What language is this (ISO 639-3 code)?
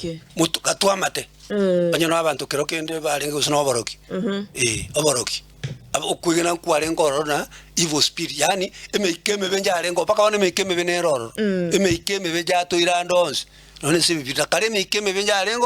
guz